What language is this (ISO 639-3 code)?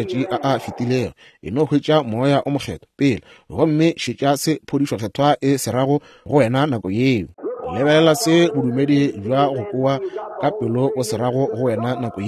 nso